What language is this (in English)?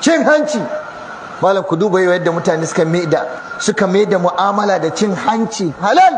Hausa